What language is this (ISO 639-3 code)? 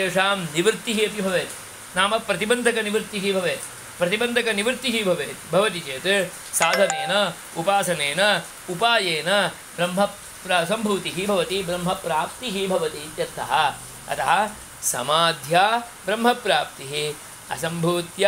san